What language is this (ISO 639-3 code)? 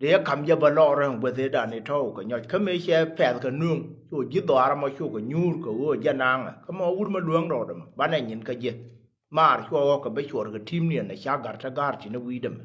nus